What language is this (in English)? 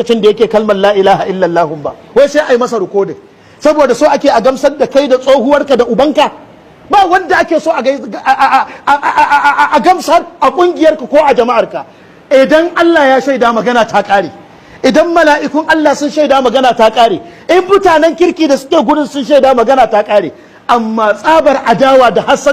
Hausa